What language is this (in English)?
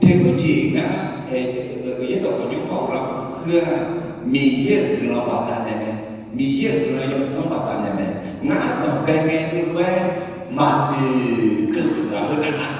Akha